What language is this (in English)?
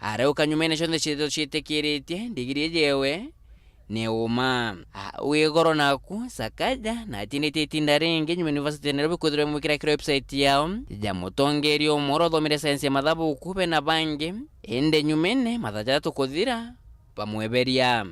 Meru